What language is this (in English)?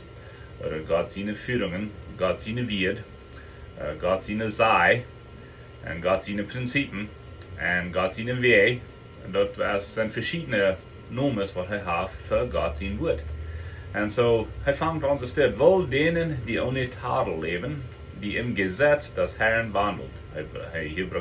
Plautdietsch